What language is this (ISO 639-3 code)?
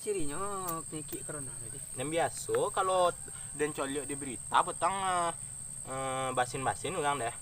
min